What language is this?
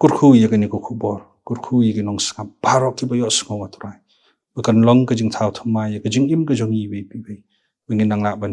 Khasi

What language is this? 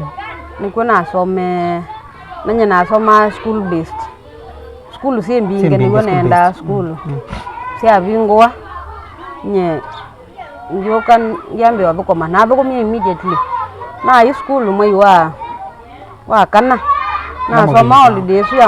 Kamba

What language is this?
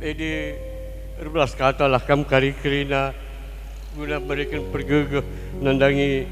Batak Karo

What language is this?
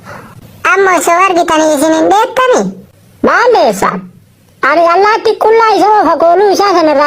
Oromo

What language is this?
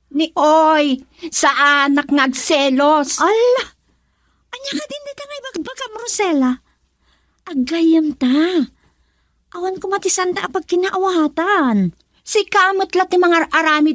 Iloko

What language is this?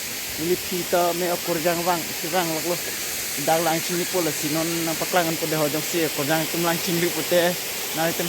Karbi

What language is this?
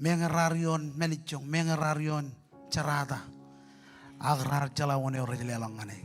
Marshallese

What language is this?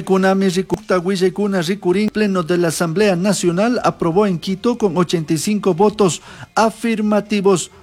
Chimborazo Highland Quichua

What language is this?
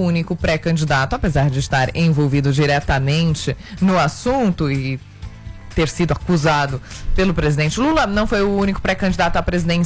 Portuguese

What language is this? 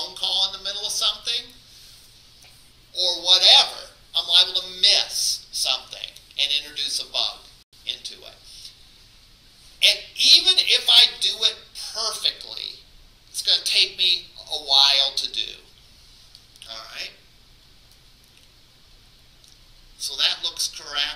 English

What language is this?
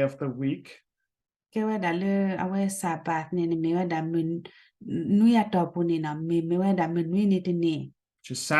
S'gaw Karen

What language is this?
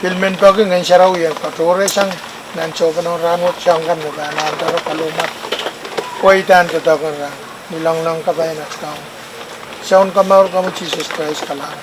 Pohnpeian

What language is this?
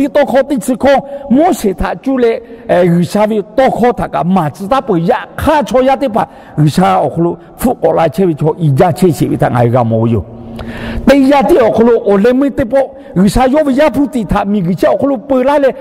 Lahu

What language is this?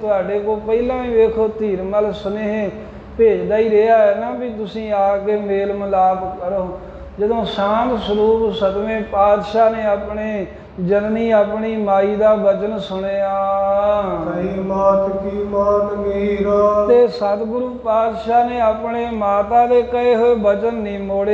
Punjabi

